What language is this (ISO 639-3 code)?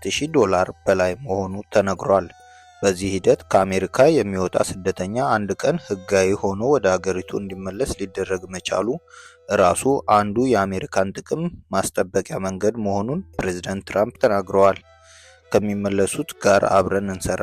amh